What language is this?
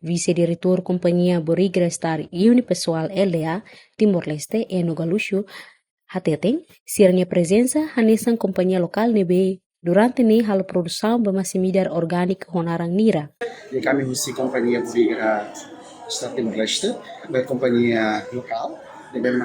Tetum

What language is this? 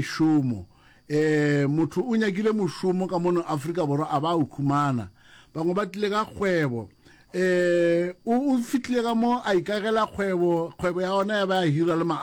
Northern Sotho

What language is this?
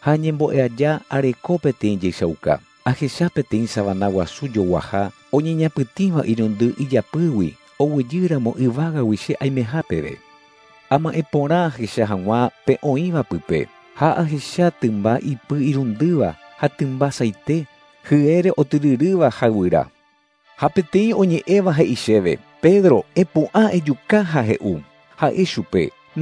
Guarani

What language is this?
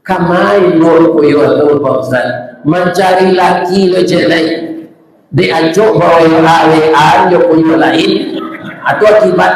Minangkabau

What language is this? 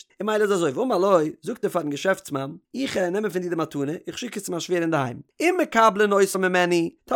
Yiddish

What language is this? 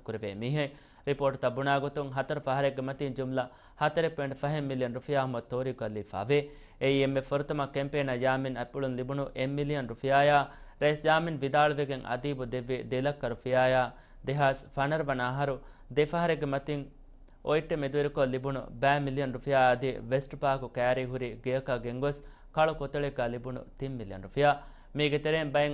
Divehi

